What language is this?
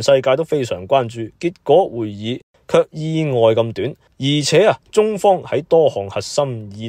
Cantonese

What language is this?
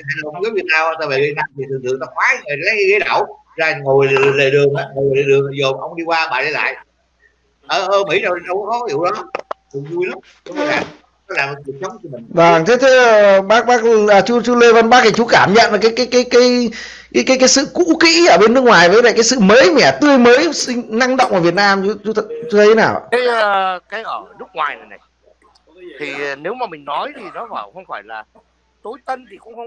Vietnamese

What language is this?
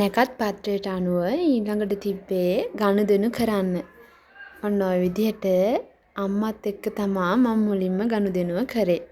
Sinhala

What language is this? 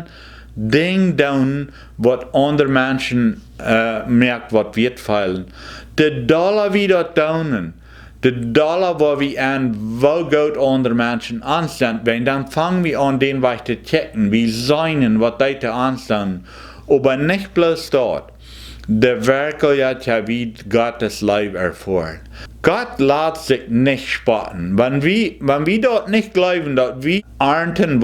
Plautdietsch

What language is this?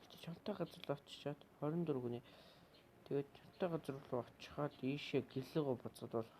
Mongolian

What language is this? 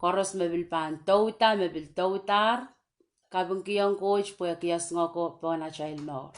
Pohnpeian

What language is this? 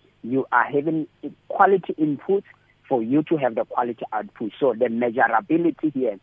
English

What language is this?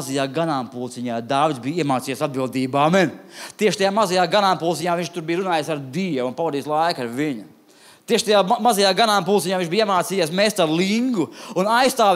Latvian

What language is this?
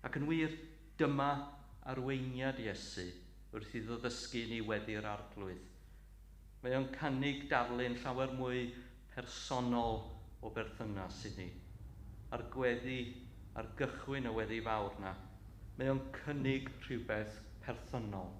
Welsh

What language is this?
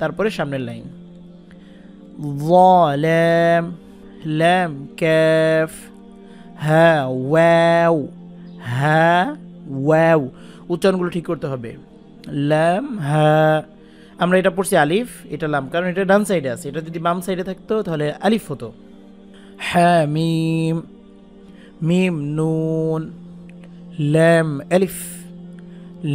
Bangla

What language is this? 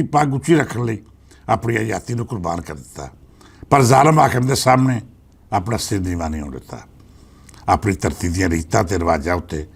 Western Panjabi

